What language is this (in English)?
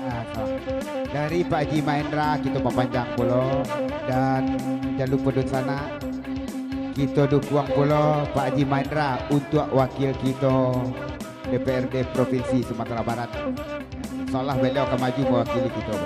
Minangkabau